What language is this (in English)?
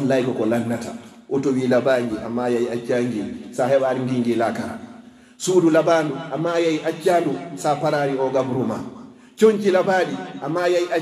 Pular